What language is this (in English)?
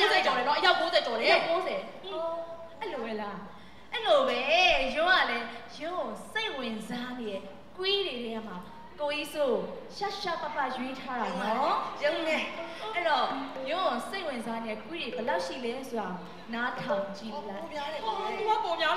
Burmese